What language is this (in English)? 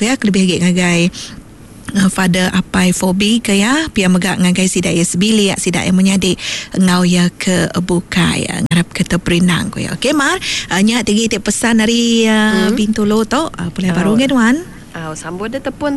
Iban